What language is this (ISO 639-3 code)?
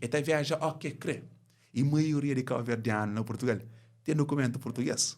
kea